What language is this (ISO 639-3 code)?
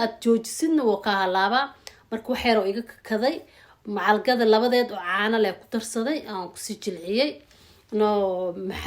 som